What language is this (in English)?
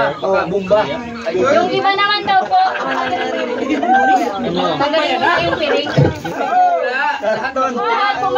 Filipino